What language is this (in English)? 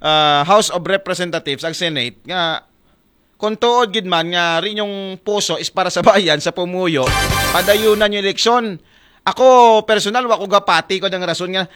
Aklanon